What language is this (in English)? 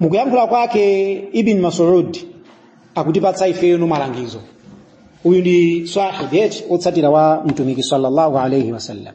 Nyanja